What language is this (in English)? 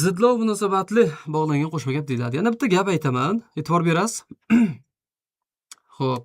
Uzbek